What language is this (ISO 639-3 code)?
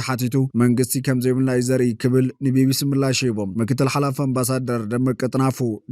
tir